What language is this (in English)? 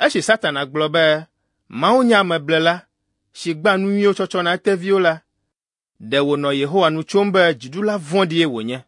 Ewe